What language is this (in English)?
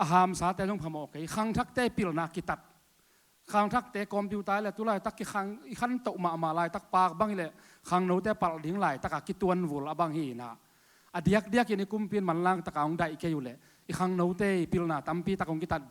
Tedim Chin